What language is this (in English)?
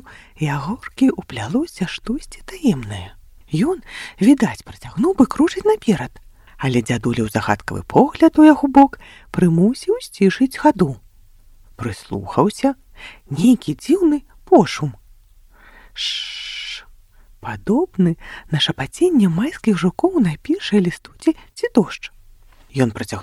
Belarusian